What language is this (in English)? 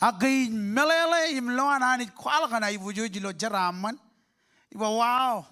Marshallese